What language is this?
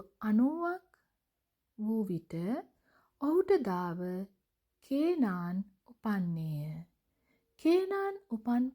Sinhala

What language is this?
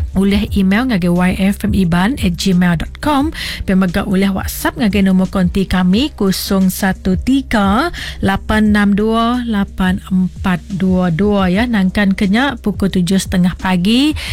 Iban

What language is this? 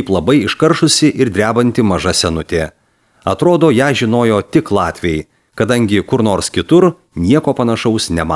Lithuanian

